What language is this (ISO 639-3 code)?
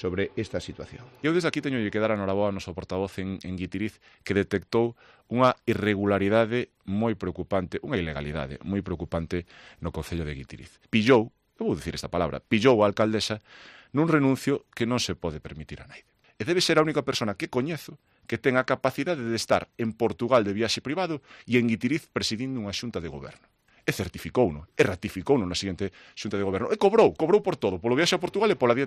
glg